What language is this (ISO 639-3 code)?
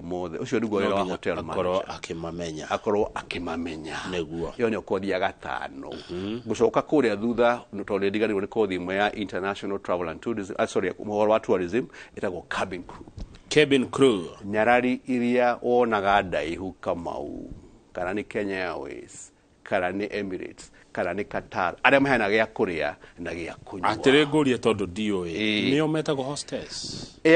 kik